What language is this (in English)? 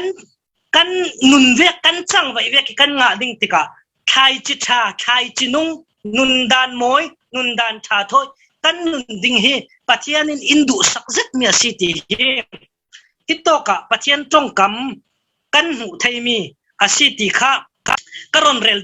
Falam Chin